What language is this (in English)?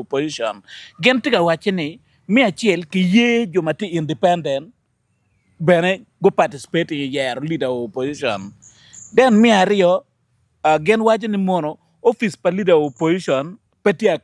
Acoli